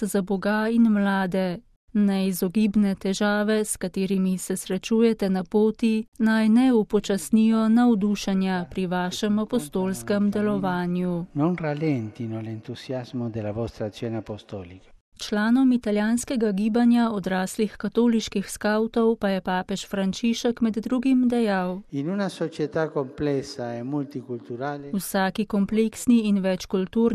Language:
Slovenian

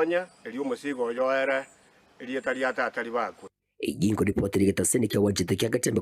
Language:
Gusii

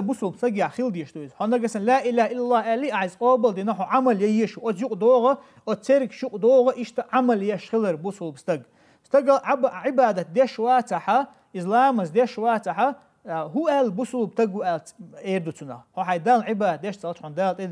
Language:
Chechen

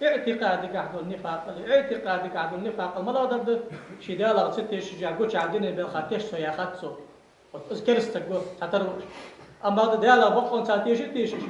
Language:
Ingush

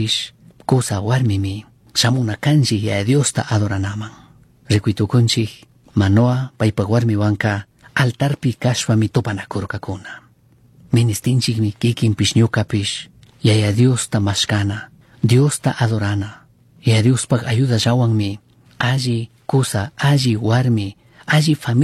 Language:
Chimborazo Highland Quichua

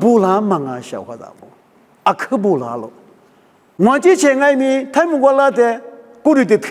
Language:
Lisu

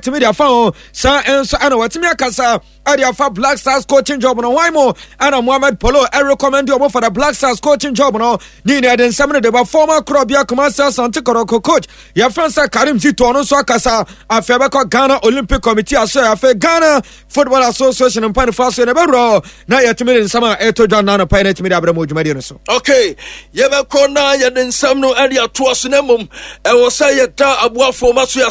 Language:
Akan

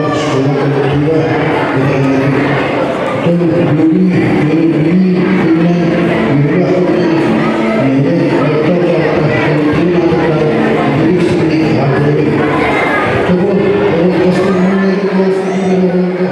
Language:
Yakut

